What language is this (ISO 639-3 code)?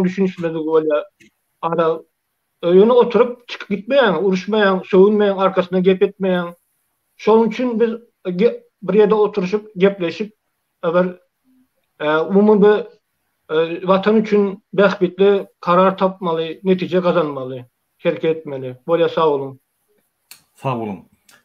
tuk